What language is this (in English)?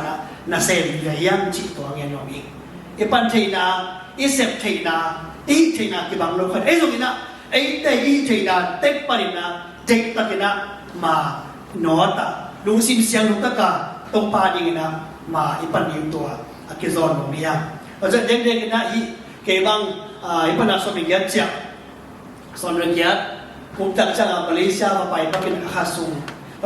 Tedim Chin